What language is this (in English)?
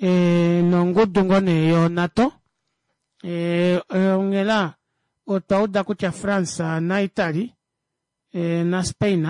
Kuanyama